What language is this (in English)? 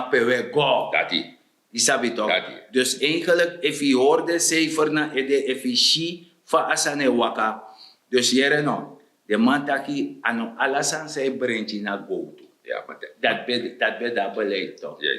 Sranan Tongo